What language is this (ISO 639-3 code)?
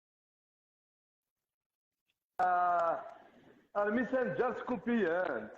kab